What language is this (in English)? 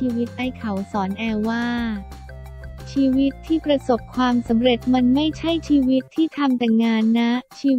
Thai